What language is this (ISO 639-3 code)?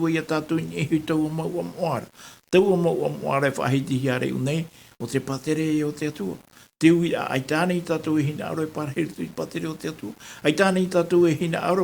tah